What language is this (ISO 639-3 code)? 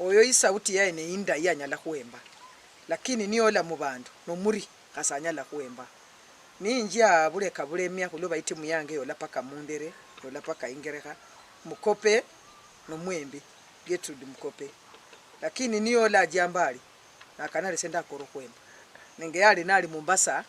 luy